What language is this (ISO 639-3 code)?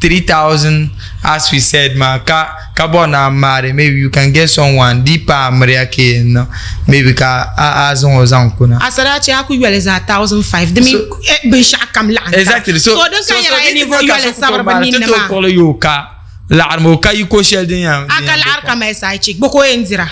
dag